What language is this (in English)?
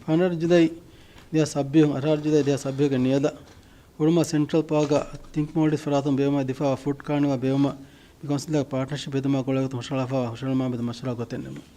Divehi